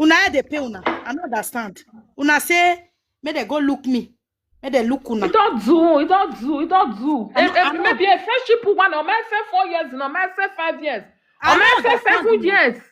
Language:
Nigerian Pidgin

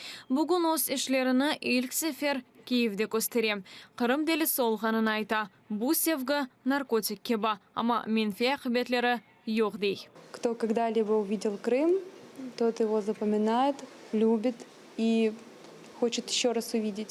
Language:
Crimean Tatar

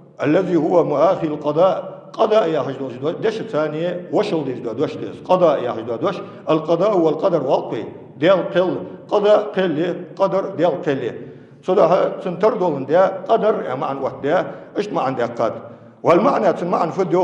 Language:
Ingush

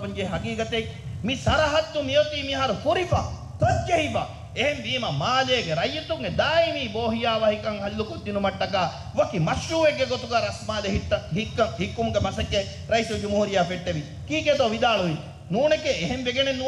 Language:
Divehi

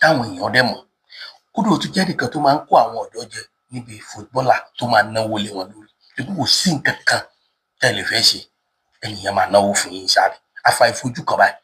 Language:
Yoruba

